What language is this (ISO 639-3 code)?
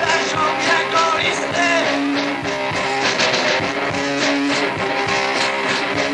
pol